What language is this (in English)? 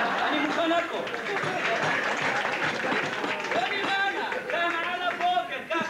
Hebrew